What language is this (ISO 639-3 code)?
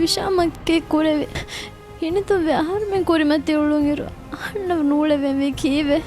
div